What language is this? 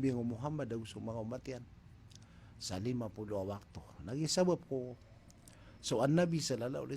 Maranao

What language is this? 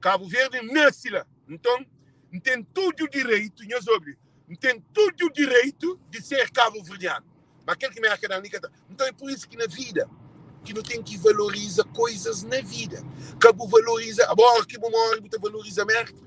Kabuverdianu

